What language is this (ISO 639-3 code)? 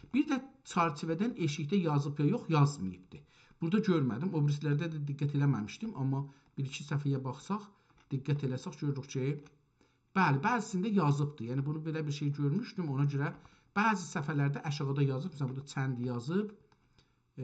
azb